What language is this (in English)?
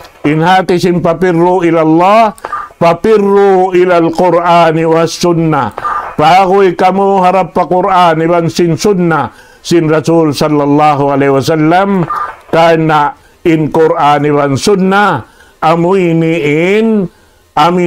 Tausug